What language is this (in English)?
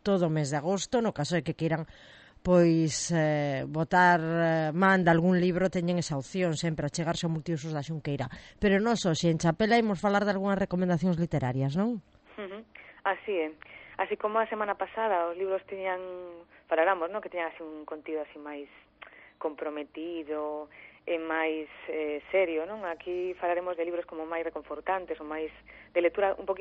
Galician